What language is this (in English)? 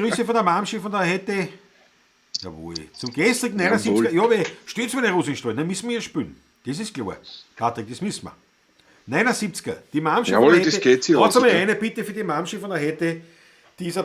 Bavarian